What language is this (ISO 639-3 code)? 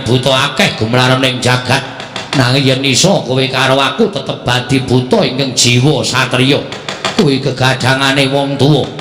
jav